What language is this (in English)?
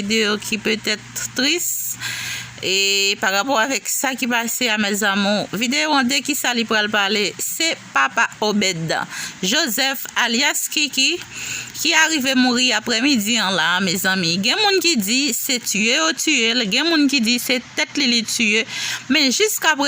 Haitian Creole